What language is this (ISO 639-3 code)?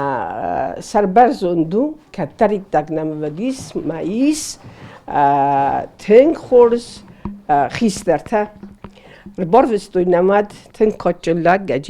oss